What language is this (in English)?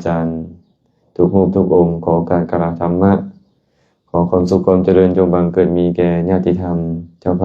Lao